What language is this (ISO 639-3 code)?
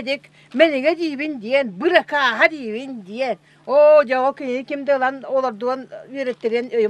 sah